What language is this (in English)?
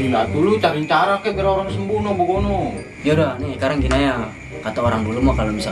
Betawi